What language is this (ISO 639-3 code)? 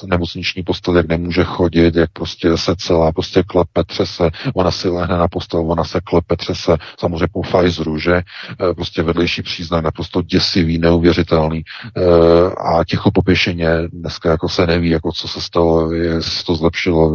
ces